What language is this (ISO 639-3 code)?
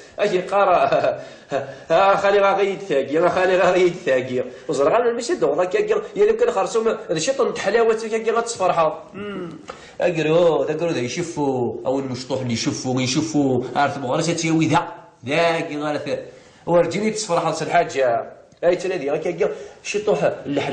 kab